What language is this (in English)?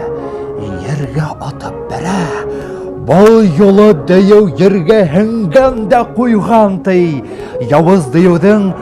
Bashkir